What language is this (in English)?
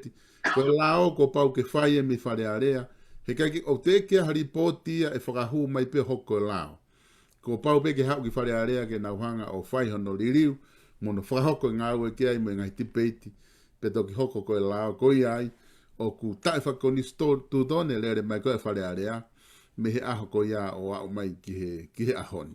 Tongan